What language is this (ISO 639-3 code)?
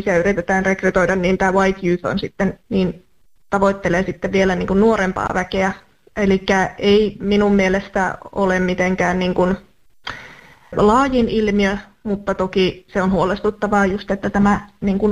fin